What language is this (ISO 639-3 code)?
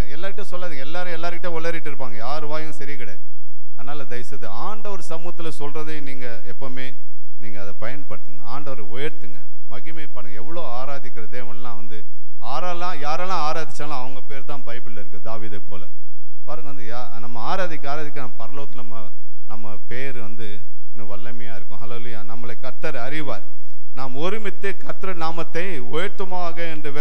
tam